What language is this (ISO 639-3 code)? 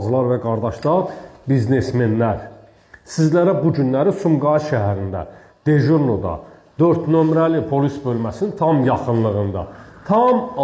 aze